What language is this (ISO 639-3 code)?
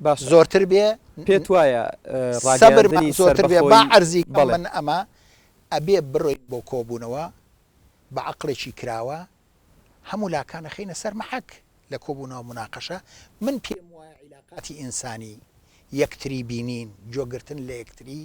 ckb